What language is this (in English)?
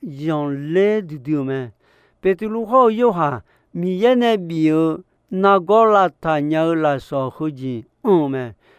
Akha